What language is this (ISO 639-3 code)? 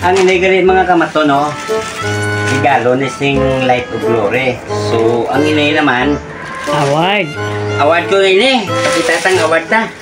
hil